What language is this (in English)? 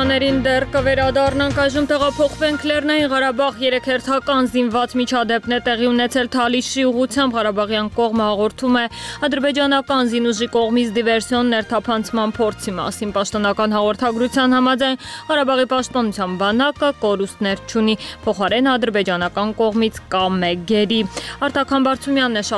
Armenian